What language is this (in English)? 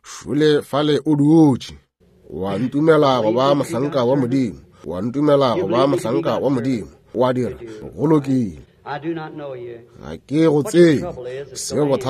Northern Sotho